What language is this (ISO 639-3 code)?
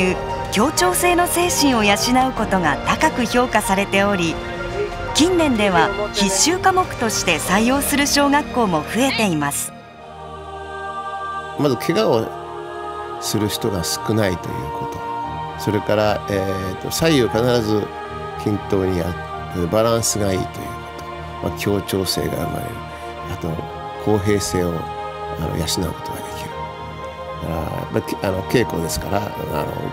jpn